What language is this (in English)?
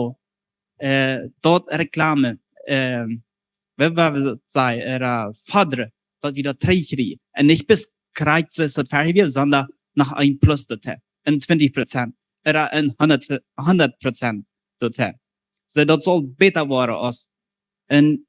Plautdietsch